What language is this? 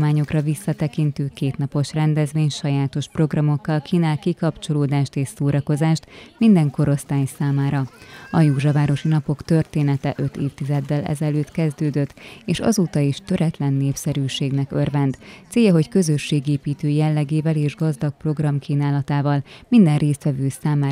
Hungarian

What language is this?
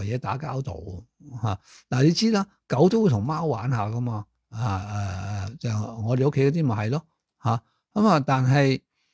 Cantonese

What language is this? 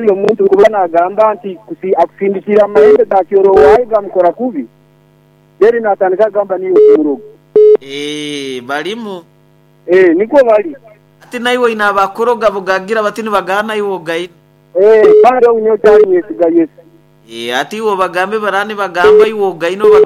Nyoro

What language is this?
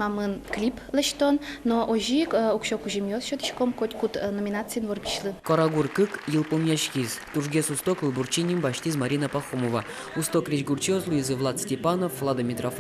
Udmurt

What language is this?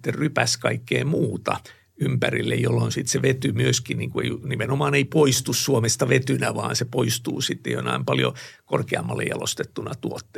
Finnish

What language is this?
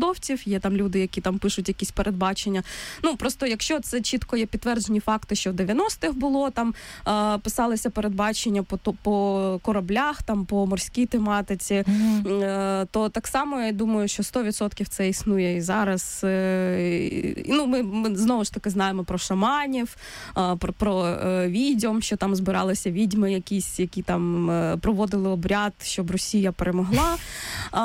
Ukrainian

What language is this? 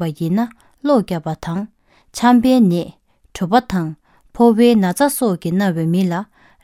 Tibetan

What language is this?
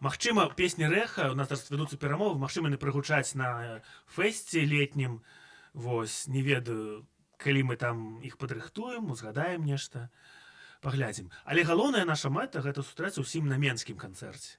Belarusian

